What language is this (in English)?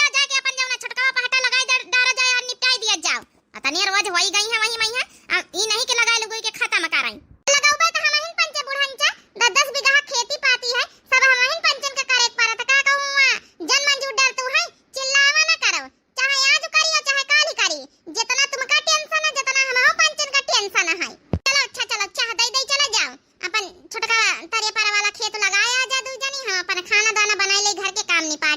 Awadhi